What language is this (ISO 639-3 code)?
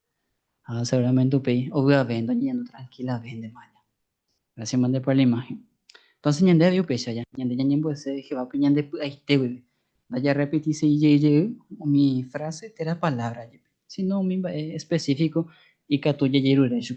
grn